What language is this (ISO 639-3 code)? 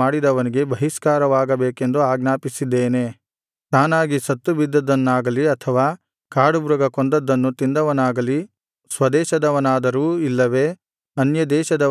kan